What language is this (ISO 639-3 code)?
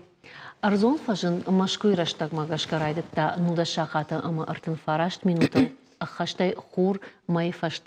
oss